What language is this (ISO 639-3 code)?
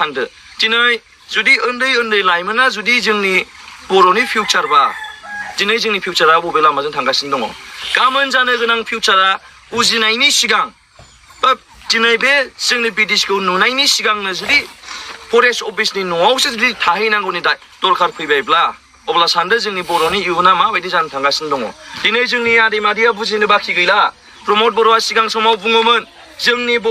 brx